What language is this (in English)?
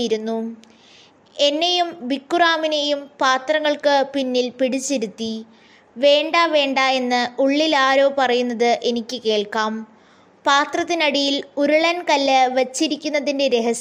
Malayalam